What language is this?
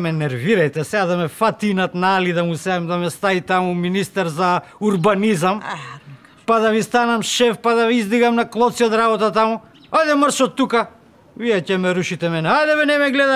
Macedonian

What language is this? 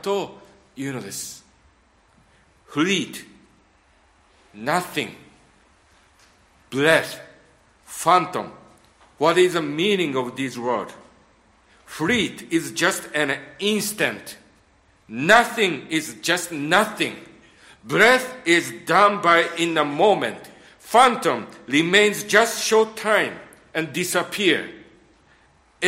Japanese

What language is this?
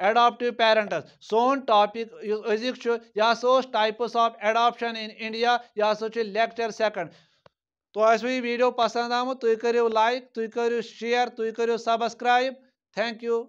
Kashmiri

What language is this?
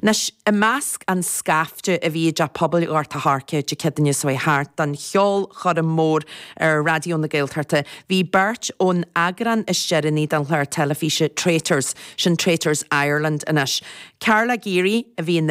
Irish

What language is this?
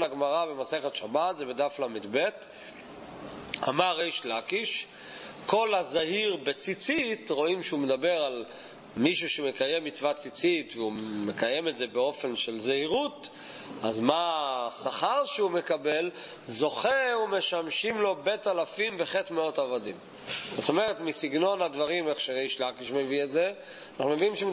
Hebrew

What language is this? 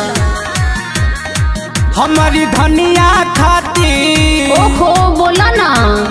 Bhojpuri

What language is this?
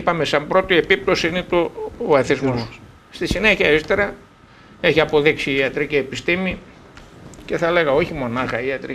Greek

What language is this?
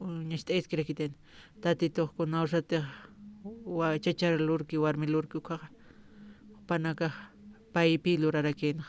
Aymara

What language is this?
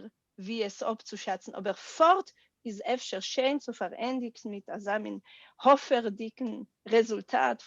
Yiddish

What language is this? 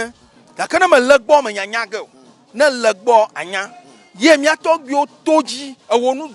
Ewe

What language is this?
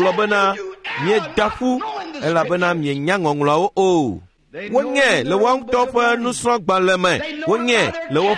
Ewe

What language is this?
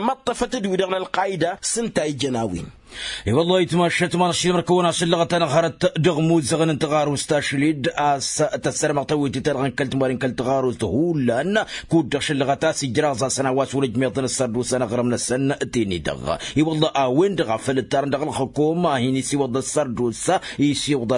Tamasheq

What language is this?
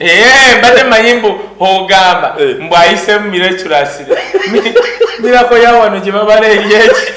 Ganda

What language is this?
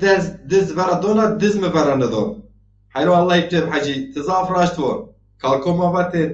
Zaza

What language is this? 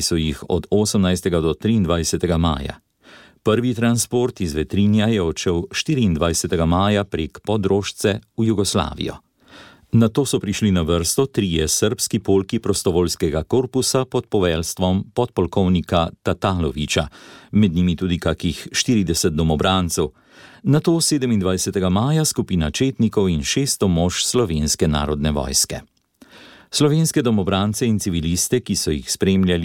Slovenian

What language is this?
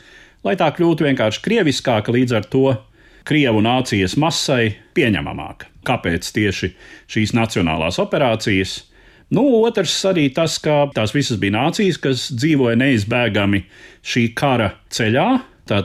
Latvian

